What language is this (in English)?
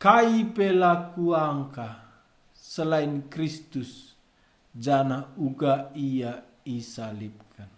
Batak Karo